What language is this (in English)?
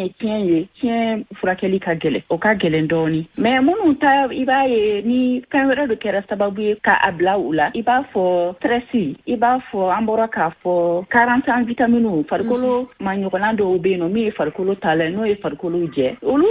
Bambara